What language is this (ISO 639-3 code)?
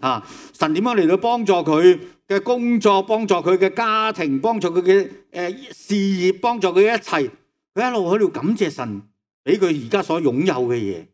yue